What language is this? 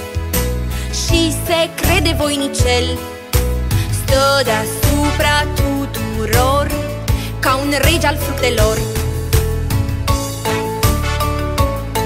Romanian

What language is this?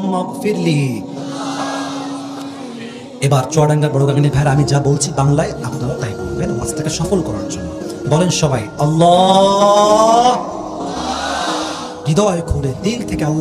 Bangla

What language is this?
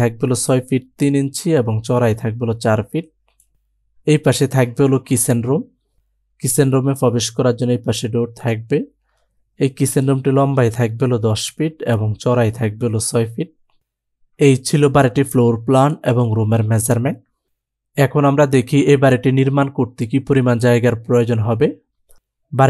Bangla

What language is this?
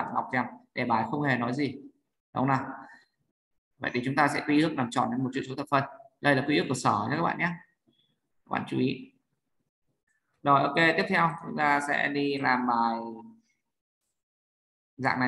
Vietnamese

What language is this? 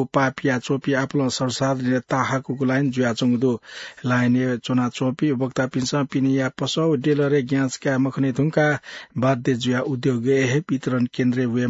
Newari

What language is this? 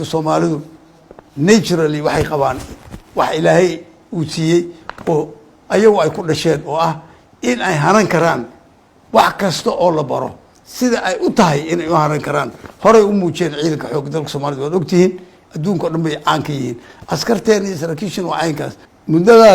Somali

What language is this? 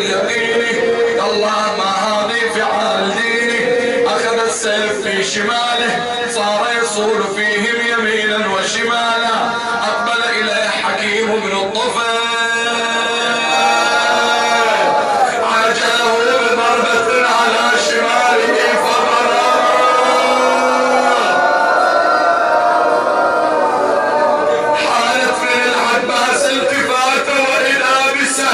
Arabic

